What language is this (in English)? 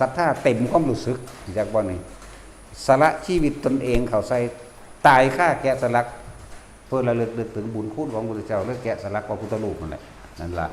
Northeastern Thai